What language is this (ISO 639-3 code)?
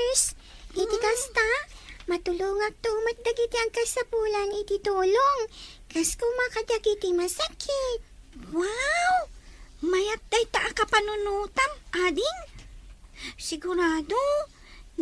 ilo